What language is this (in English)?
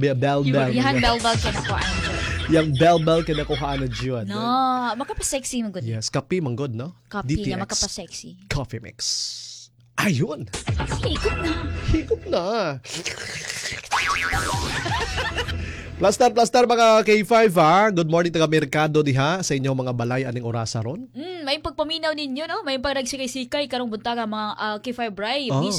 Cebuano